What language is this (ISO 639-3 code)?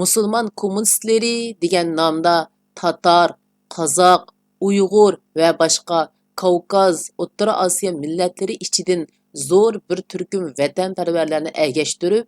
uig